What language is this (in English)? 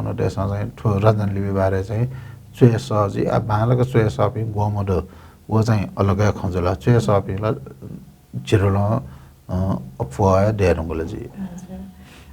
Newari